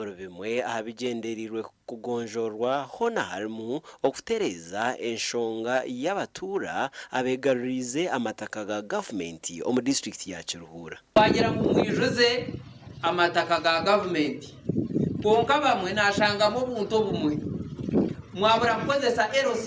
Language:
Nyankole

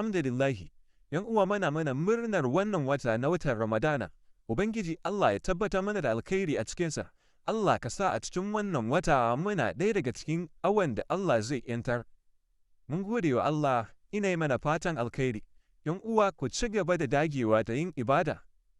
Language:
Hausa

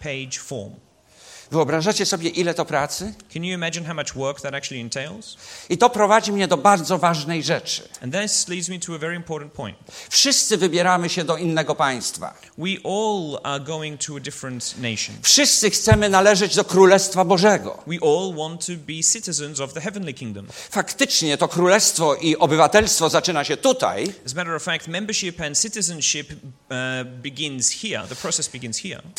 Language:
Polish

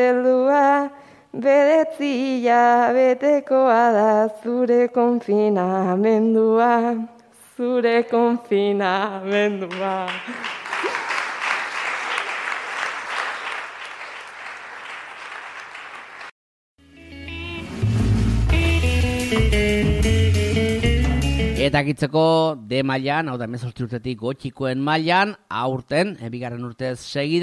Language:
Basque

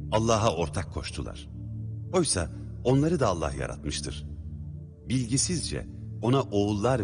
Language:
Turkish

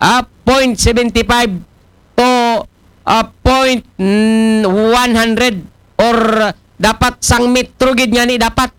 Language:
Aklanon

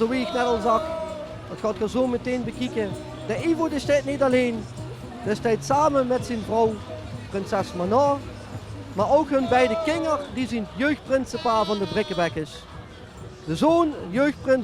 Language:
Limburgish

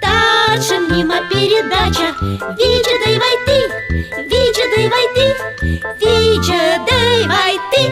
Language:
Komi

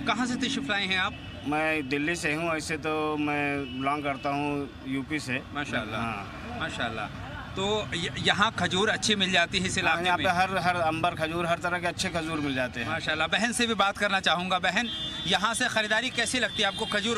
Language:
Urdu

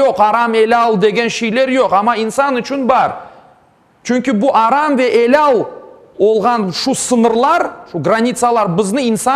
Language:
Crimean Tatar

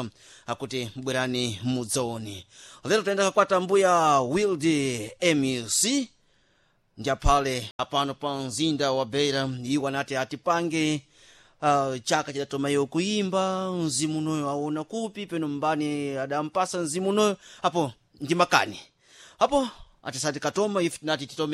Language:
Sena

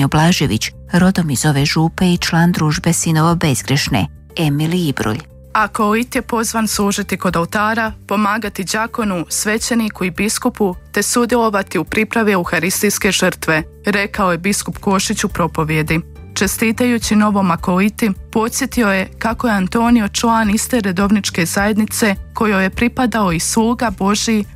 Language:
Croatian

